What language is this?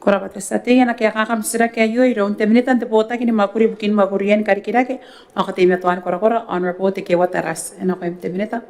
Gilbertese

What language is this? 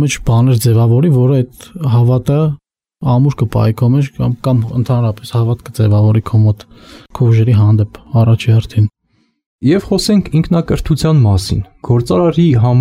Armenian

